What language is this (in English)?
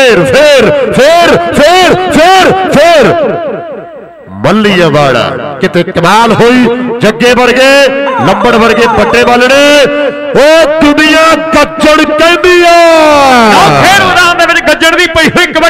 Punjabi